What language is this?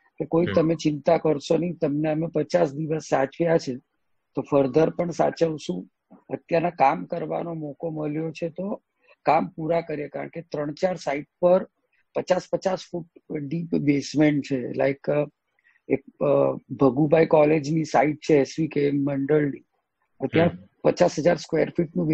Gujarati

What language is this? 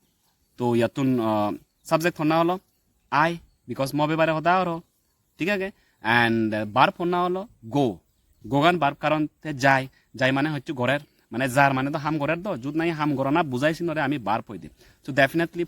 Chakma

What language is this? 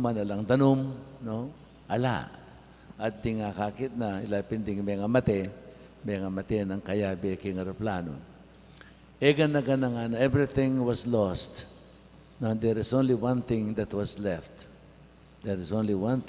Pampanga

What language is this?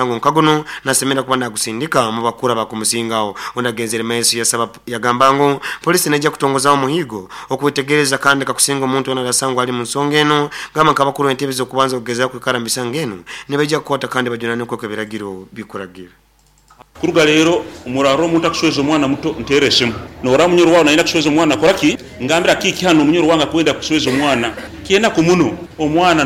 Nyoro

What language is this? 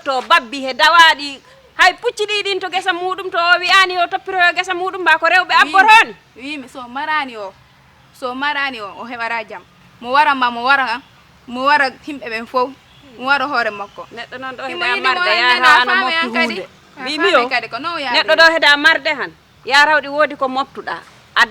Fula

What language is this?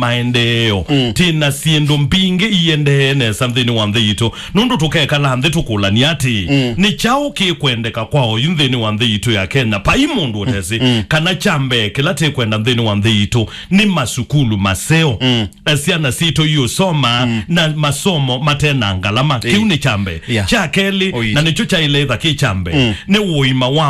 Kamba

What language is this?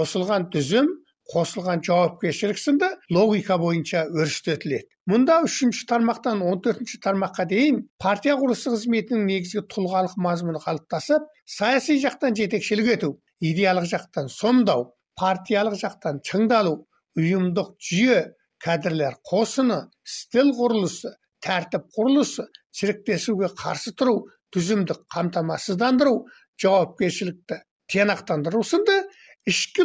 Kazakh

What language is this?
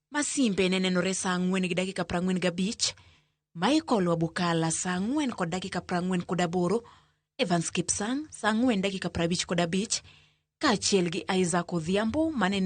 Luo (Kenya and Tanzania)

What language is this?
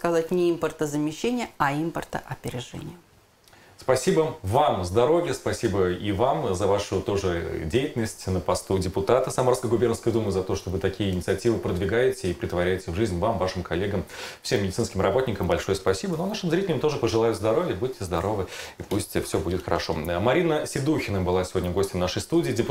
Russian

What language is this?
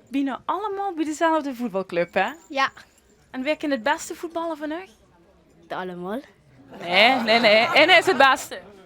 Limburgish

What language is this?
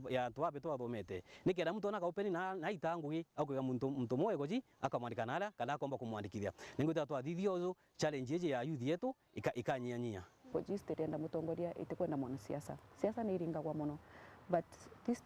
Meru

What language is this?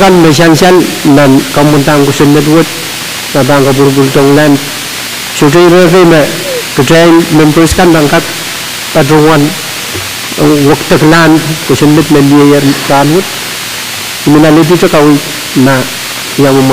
Pohnpeian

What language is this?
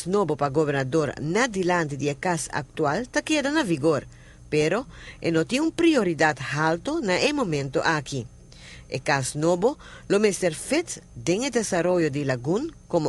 Papiamento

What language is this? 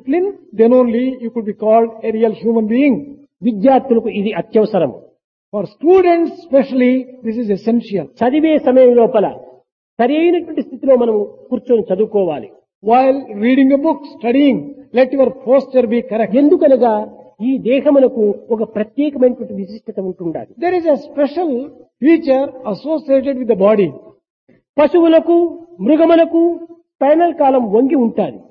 Telugu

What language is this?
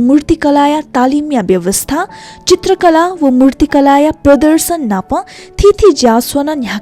Newari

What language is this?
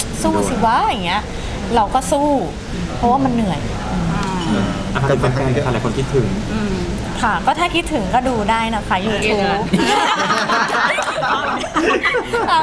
Thai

